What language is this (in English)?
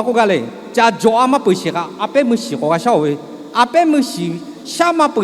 Lahu